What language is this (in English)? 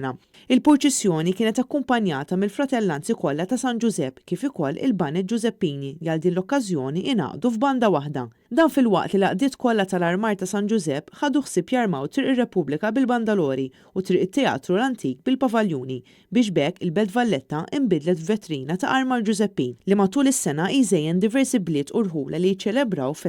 Maltese